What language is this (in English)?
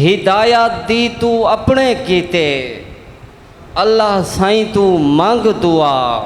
Saraiki